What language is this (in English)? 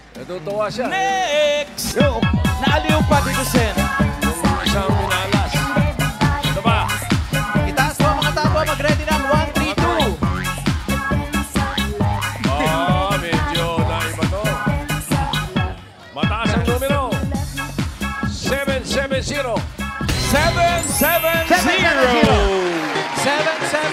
Filipino